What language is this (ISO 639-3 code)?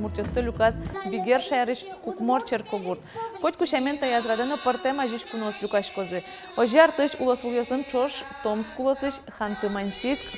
udm